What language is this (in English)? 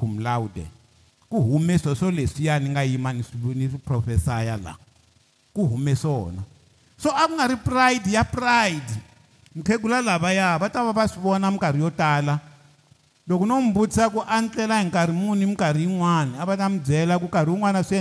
Tsonga